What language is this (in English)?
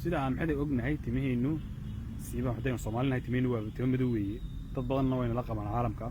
Somali